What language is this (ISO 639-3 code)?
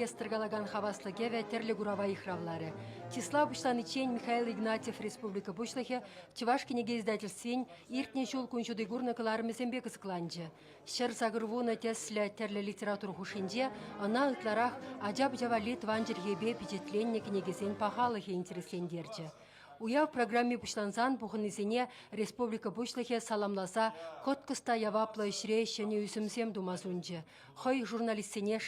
chv